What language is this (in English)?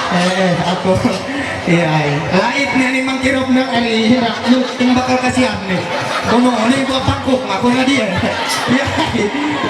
Ma'anyan